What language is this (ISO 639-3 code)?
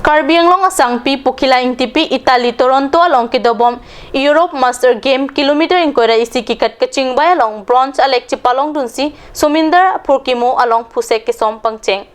mjw